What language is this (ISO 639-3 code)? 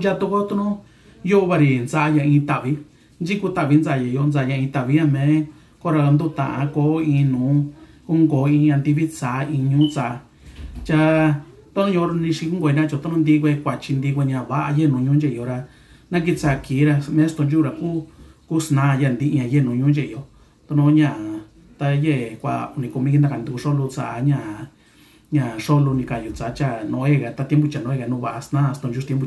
mix